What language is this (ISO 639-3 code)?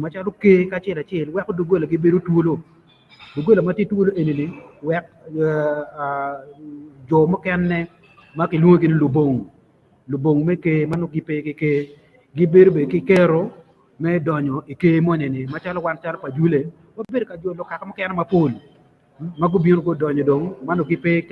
ach